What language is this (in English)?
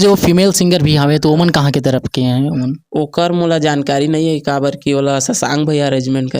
Chhattisgarhi